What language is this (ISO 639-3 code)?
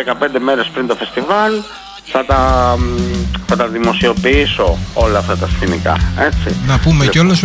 ell